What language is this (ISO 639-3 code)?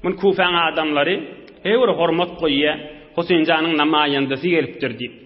tuk